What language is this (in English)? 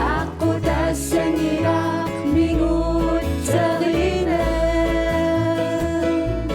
Kalaallisut